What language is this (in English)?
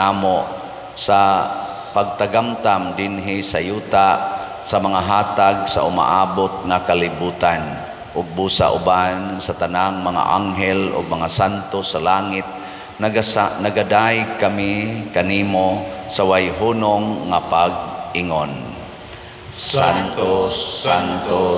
Cebuano